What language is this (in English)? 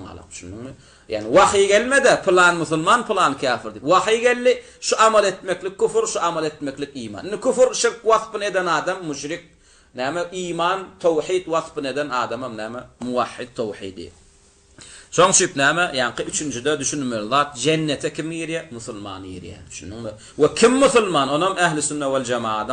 Turkmen